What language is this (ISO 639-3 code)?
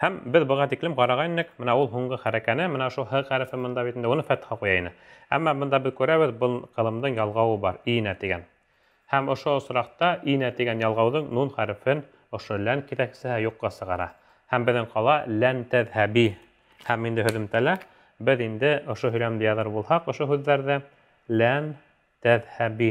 bak